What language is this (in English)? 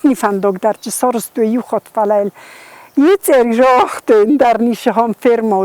Ossetic